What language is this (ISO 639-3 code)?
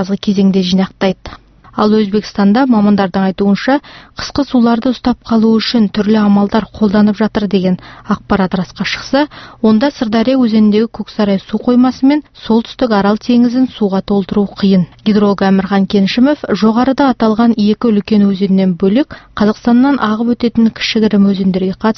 kaz